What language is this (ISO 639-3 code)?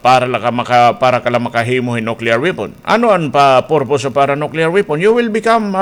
war